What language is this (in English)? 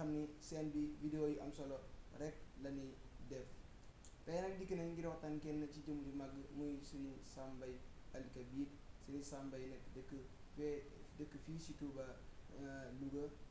Wolof